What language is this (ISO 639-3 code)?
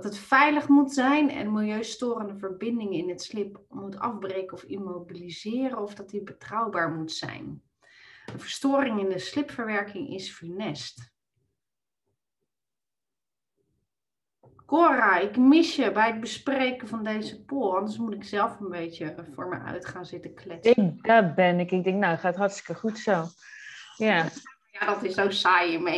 nld